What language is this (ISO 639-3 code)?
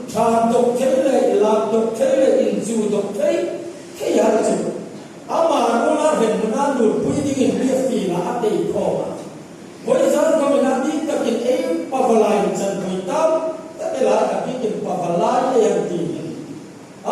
hmr